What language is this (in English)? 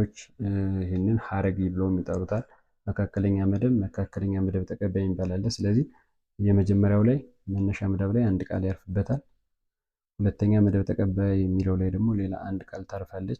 Amharic